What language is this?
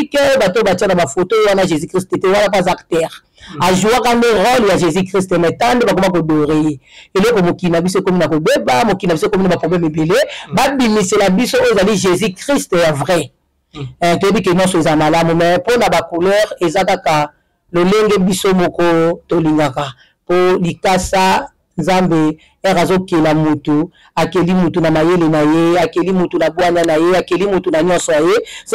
Lingala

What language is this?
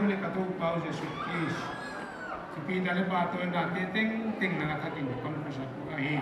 Paite Chin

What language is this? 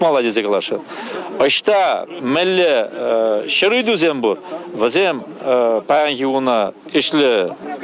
Chuvash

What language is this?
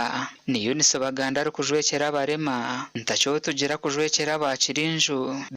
Nyankole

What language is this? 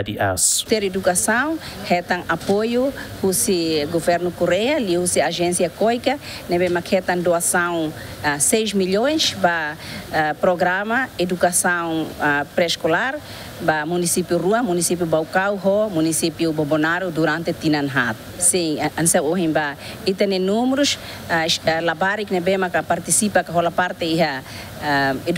Tetum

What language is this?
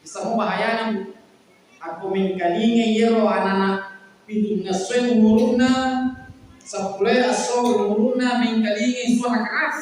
Buginese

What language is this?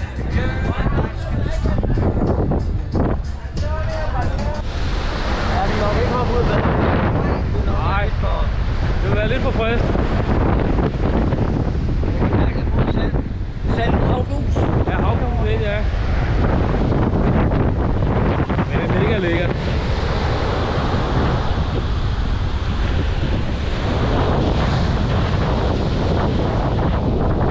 Danish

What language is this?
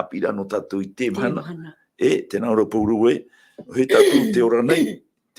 Tahitian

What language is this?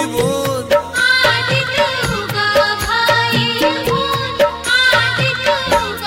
Bhojpuri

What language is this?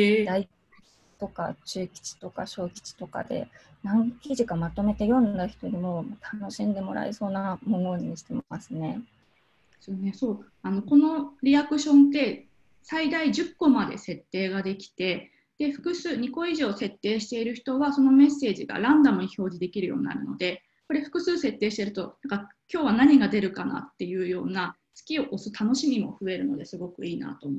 Japanese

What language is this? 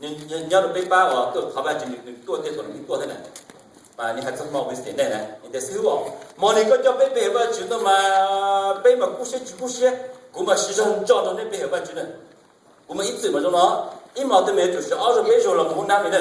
Hmong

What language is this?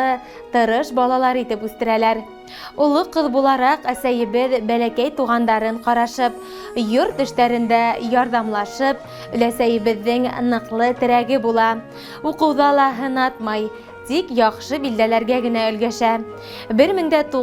Bashkir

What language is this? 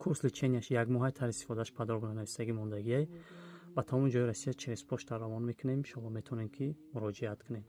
Tajik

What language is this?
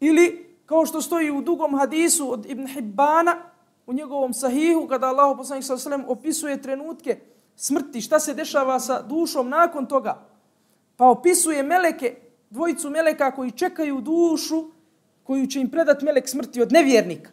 Bosnian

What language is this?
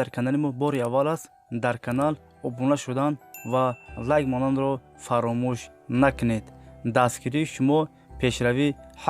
Tajik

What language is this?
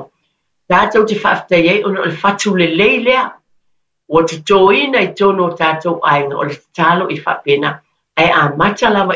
Samoan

